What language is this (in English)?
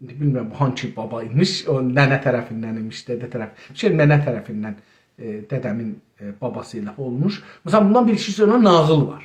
South Azerbaijani